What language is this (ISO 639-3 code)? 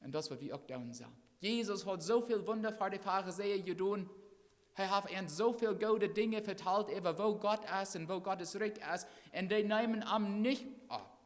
pdt